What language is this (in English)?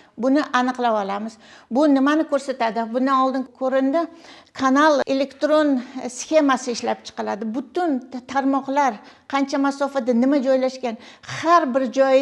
Uzbek